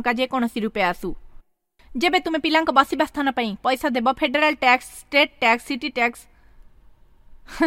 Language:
Odia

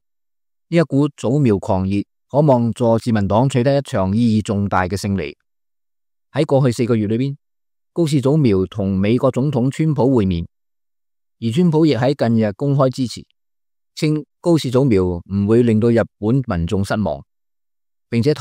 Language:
Cantonese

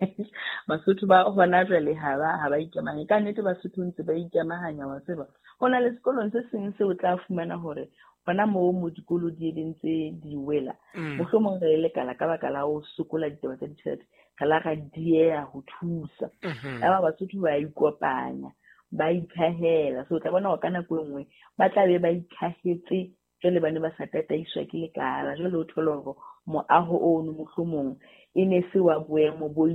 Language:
Southern Sotho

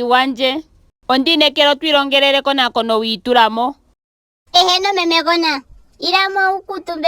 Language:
Ndonga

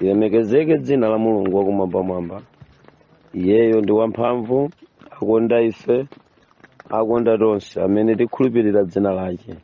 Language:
Nyanja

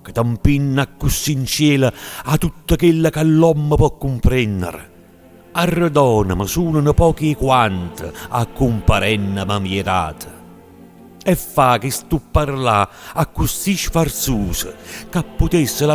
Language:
Neapolitan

